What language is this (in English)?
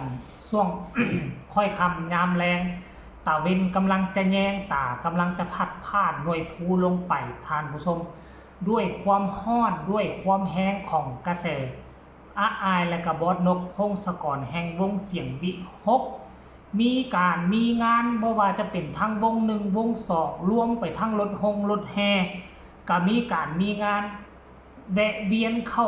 Lao